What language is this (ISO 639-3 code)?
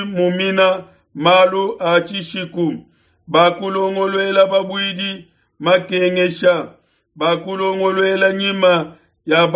lua